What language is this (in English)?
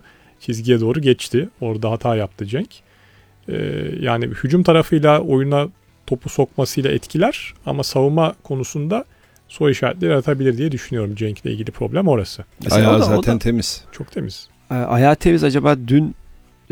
Turkish